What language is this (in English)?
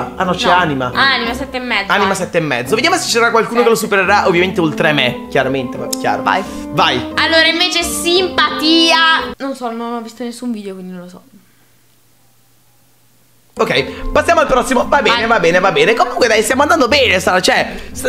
Italian